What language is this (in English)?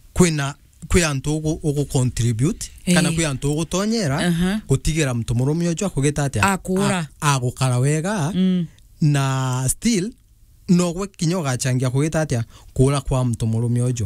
Meru